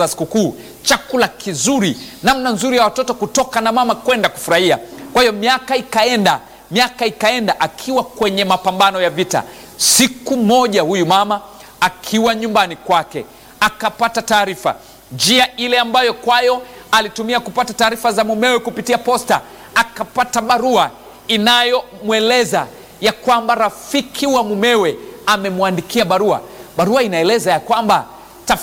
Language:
Swahili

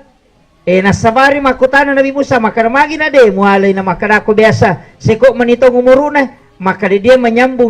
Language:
Buginese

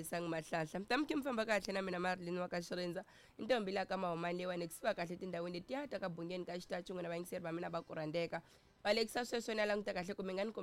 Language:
Tsonga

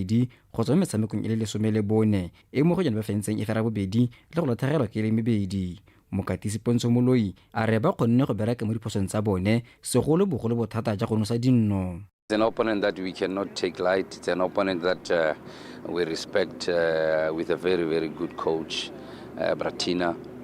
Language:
Tswana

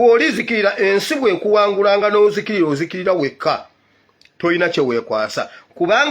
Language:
Ganda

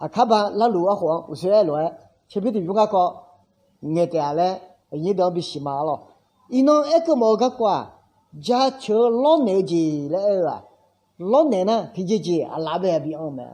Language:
Akha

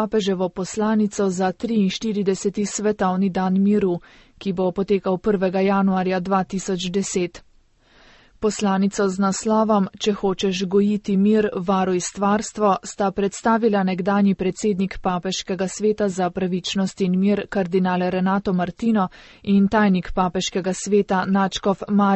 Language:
Slovenian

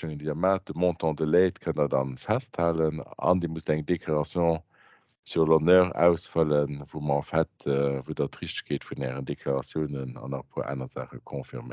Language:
Luxembourgish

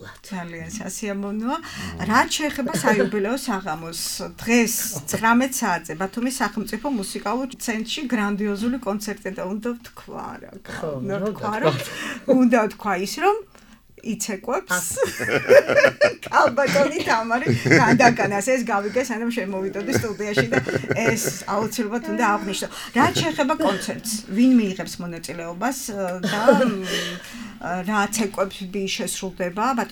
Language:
Georgian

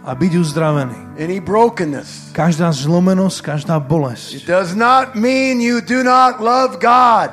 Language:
Slovak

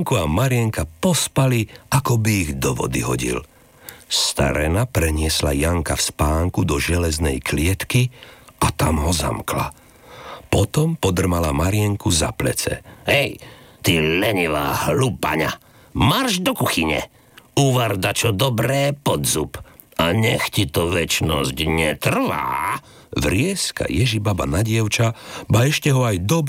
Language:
Slovak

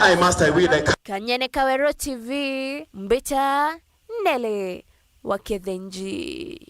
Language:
Meru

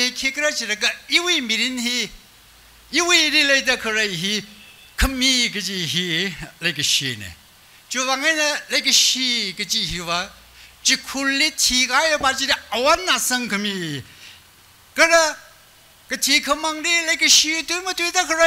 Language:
Tangkhul Naga (India)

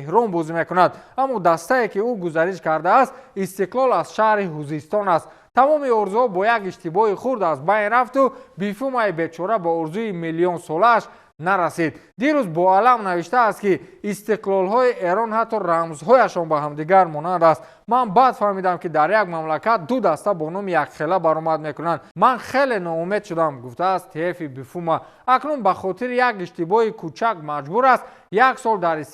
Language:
Tajik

